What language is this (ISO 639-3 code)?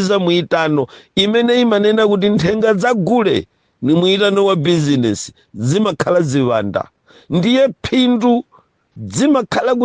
nya